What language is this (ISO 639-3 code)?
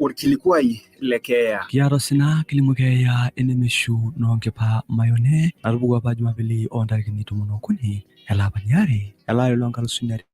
mas